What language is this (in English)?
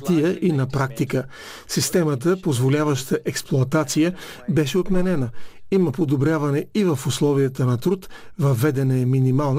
Bulgarian